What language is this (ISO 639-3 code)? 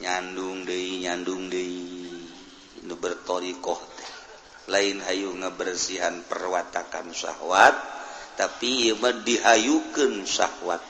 sun